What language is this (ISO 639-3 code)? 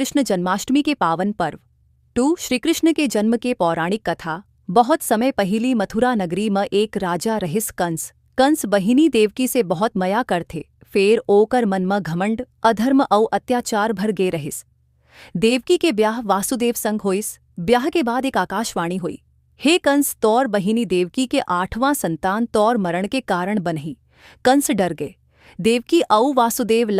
hne